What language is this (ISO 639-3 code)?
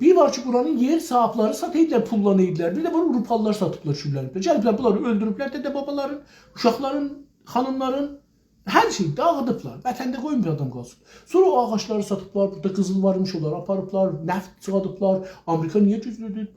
azb